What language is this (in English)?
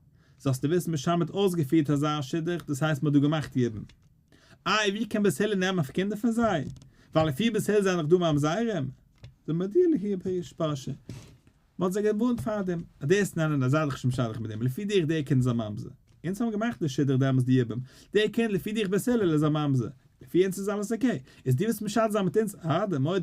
Yiddish